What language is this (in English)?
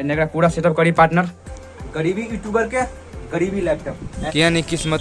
Maithili